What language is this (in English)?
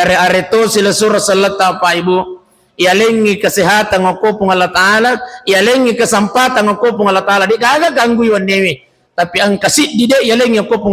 Buginese